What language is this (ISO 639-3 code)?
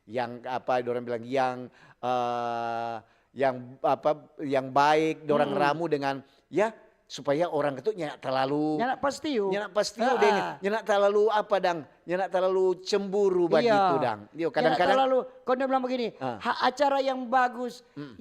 xmm